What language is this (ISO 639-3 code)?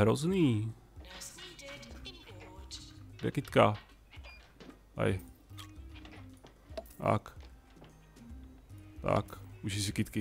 ces